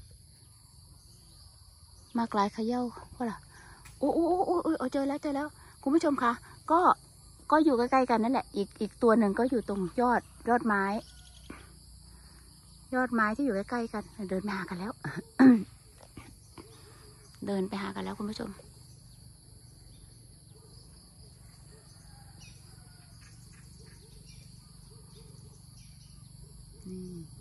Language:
Thai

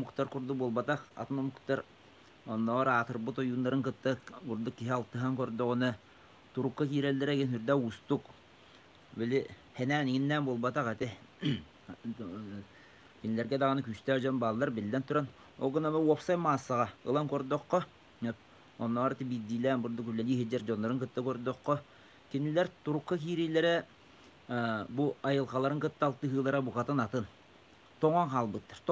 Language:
Yakut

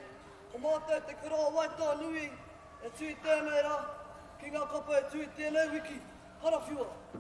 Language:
Māori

